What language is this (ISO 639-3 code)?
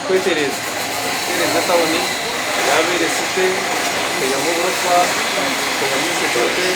nyn